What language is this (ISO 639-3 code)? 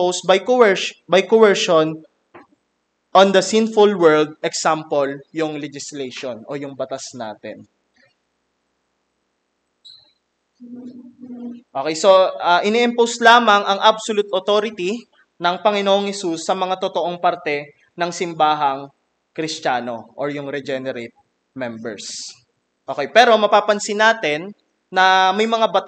fil